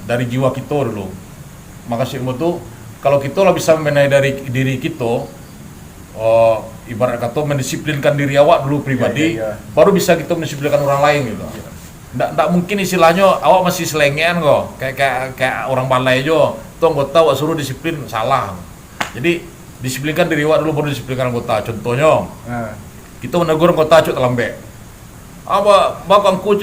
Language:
Minangkabau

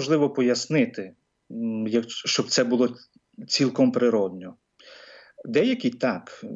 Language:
Ukrainian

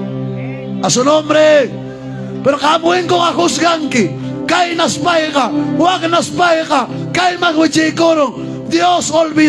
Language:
Ayacucho Quechua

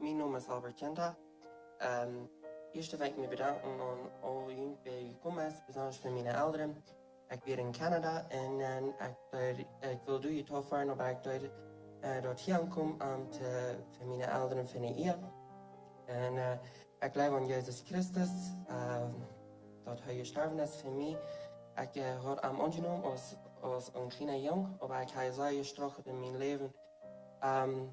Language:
Plautdietsch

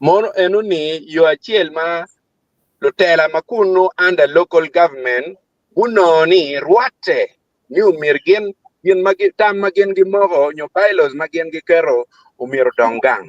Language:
Acoli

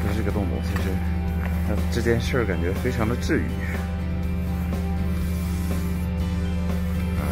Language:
Chinese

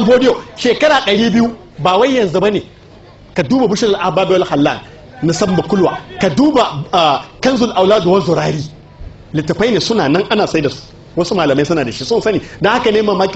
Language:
Hausa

